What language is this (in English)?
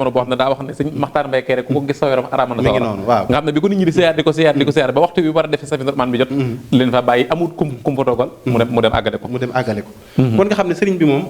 Wolof